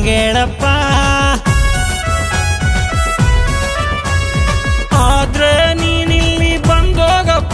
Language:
Kannada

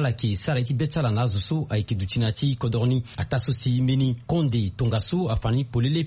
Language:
Sango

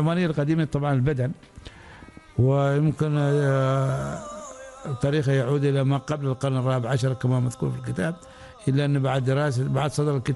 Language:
Arabic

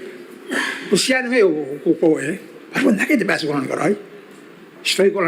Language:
Gilbertese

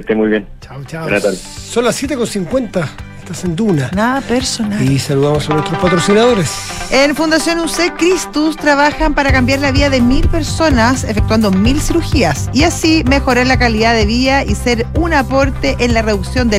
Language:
Spanish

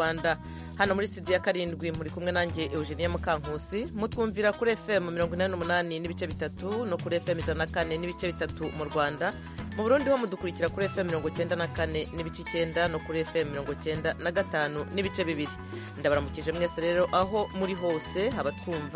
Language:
Kinyarwanda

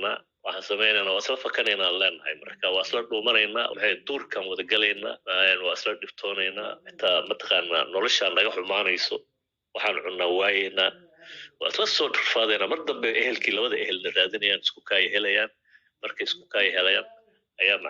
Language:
Somali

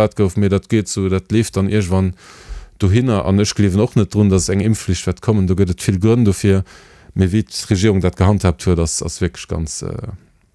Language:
Luxembourgish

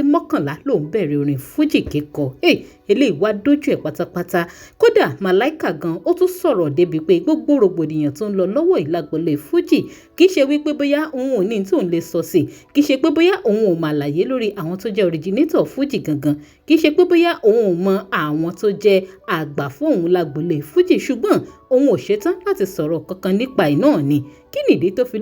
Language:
Yoruba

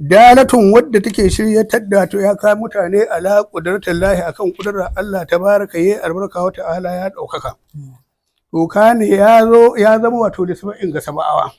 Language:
Hausa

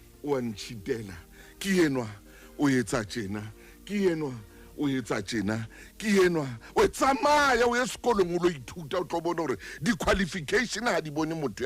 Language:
Southern Sotho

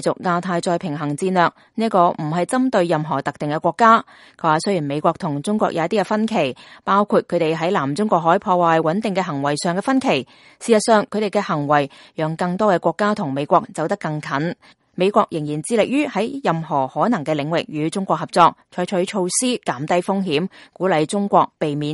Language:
Cantonese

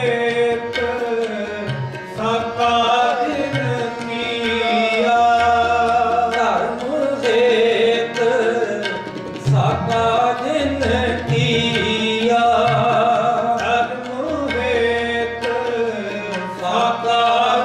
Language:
Punjabi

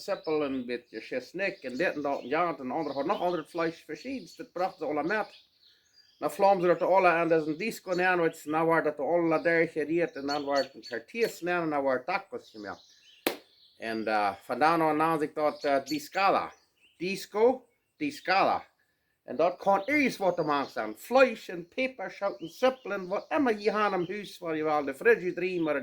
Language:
Plautdietsch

